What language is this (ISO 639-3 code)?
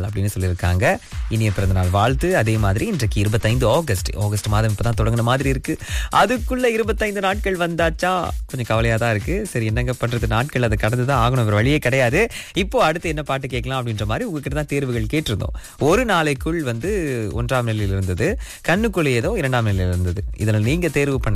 tam